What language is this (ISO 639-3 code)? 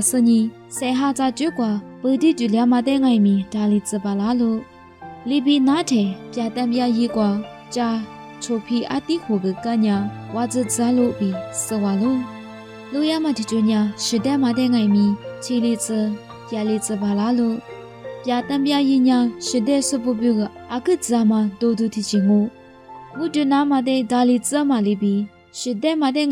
lis